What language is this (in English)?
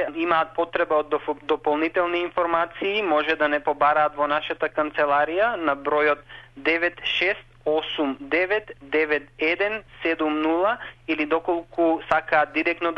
Macedonian